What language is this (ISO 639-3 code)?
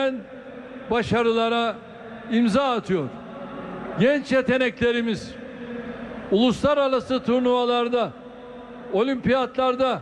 tur